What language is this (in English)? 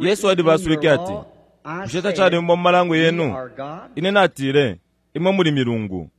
Bemba